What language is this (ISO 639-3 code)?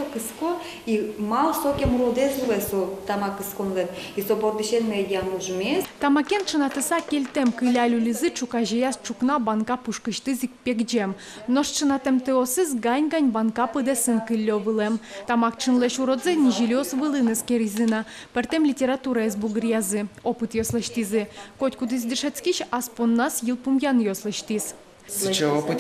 udm